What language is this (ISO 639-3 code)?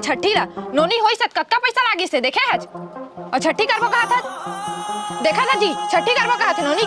hne